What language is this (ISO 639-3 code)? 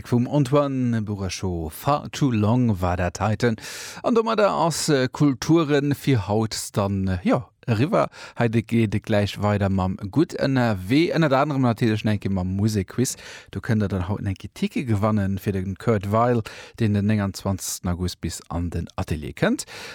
ltz